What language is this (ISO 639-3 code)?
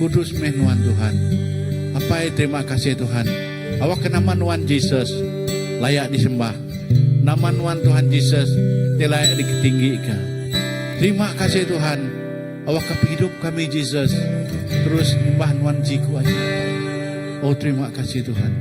iba